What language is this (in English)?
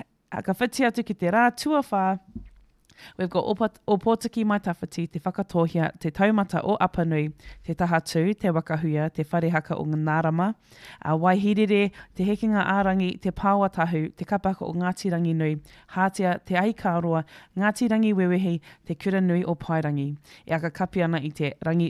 Māori